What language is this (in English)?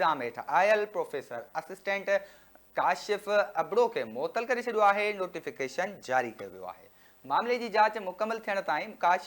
Sindhi